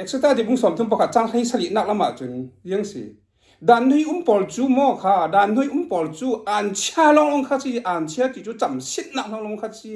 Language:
Falam Chin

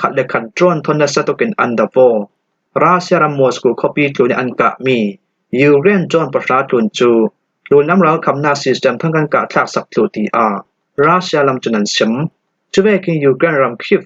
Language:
Falam Chin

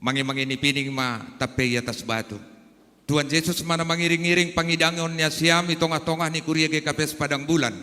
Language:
Batak Simalungun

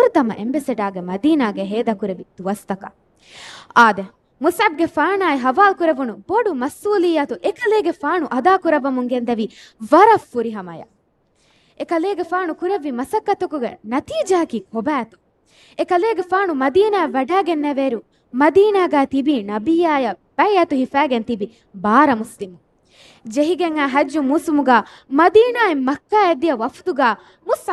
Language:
Divehi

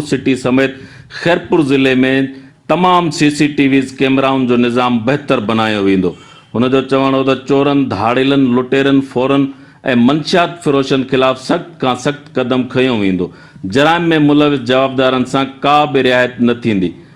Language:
Sindhi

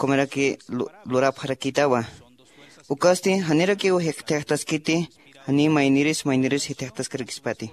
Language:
Aymara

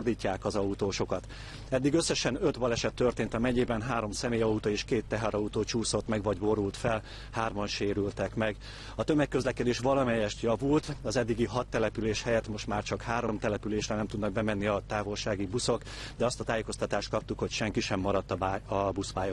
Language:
Hungarian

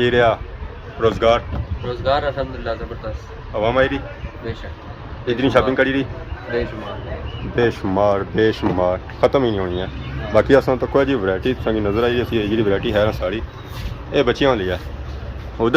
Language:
Pahari-Potwari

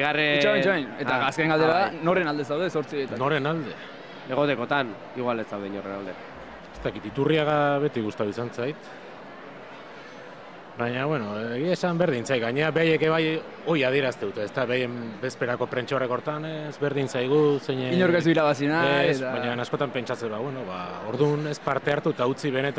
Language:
Basque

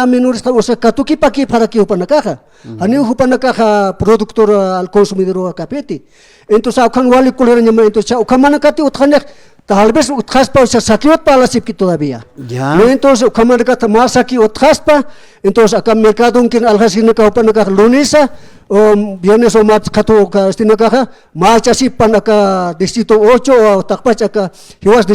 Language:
Aymara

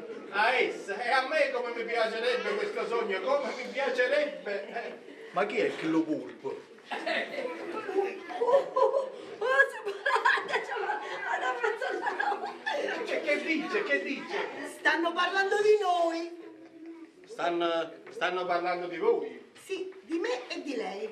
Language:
Italian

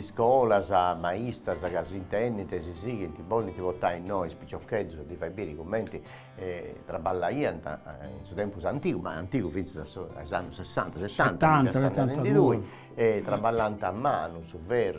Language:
Sardinian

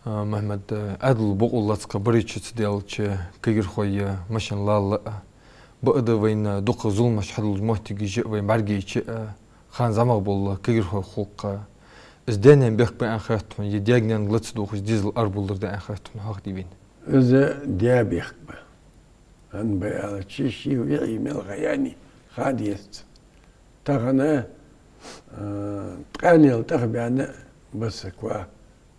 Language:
Ingush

